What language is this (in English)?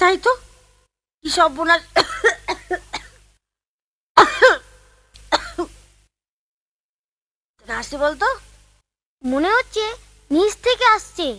Bangla